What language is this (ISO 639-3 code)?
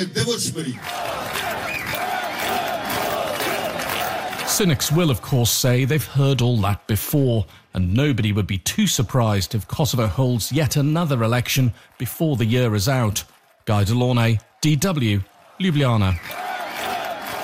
eng